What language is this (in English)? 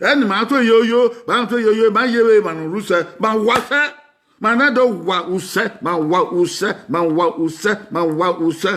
Bini